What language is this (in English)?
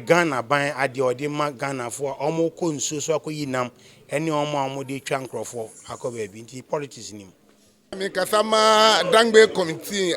Akan